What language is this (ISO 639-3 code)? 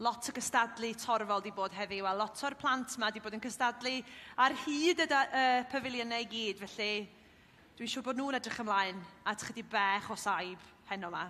cym